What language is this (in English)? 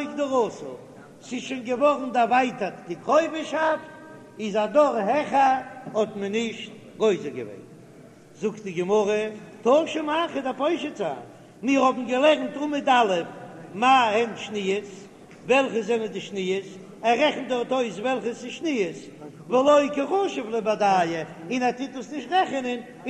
Yiddish